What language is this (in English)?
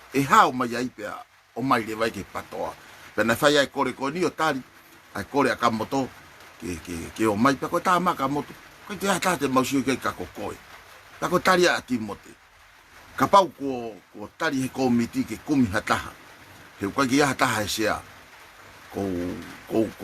Tongan